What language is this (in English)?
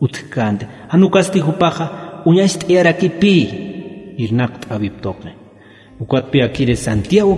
Aymara